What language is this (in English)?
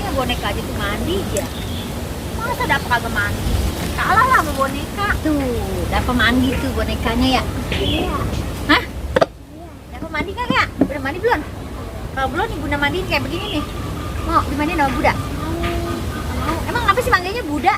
Betawi